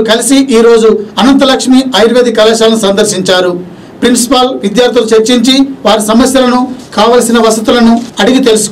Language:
Telugu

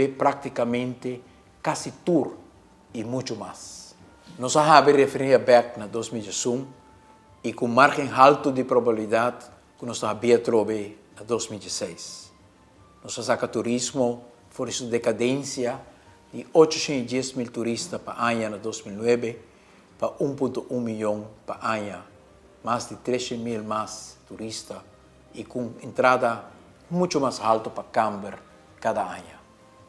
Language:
Papiamento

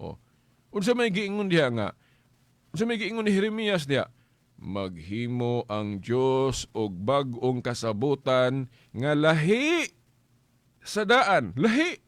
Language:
Cebuano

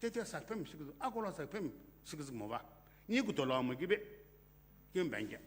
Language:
Sumi Naga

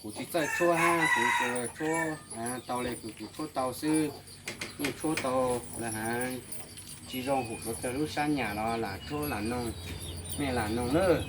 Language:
Hmong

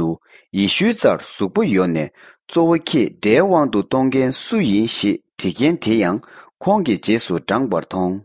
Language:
Tibetan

